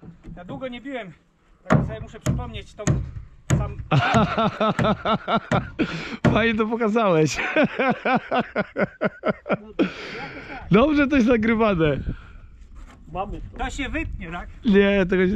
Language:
Polish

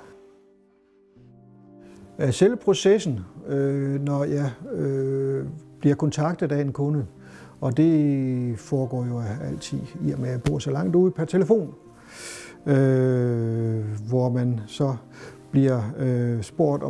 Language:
Danish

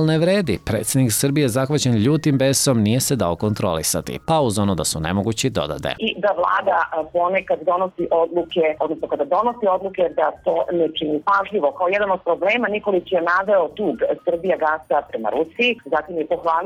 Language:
Serbian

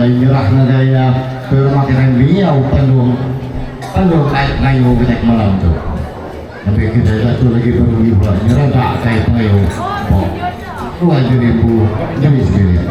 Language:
Iban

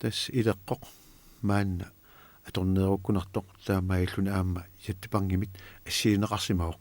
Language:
Kalaallisut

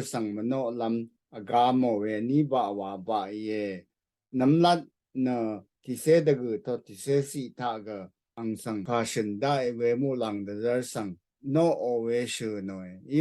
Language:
Rawang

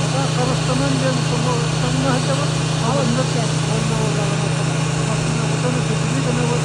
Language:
Yakut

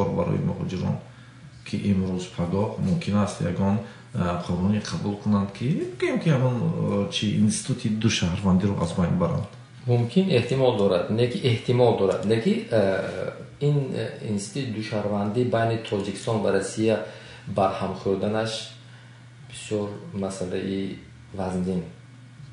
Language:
Tajik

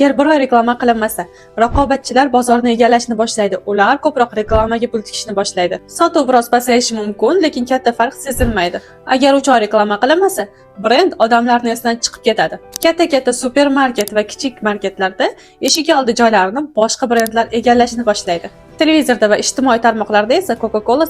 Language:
Uzbek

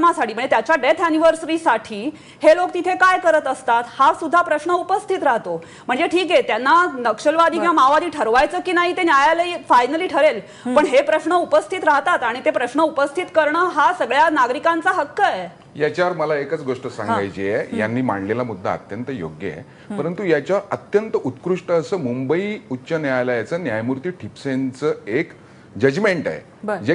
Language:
Marathi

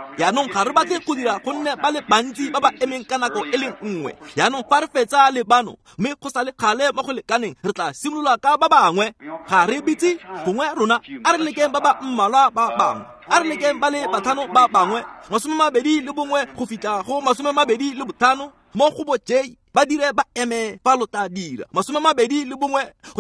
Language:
Tswana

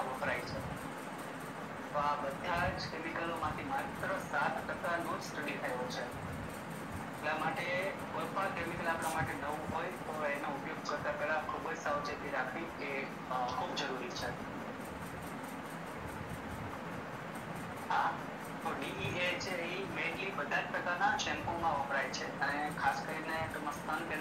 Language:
Gujarati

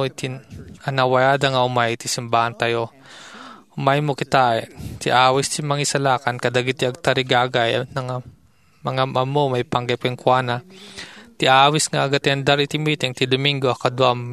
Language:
Iloko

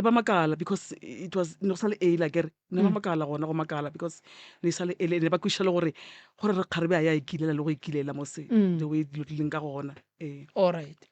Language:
Northern Sotho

